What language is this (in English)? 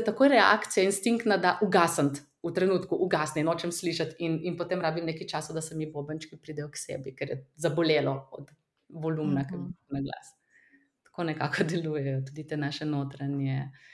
Slovenian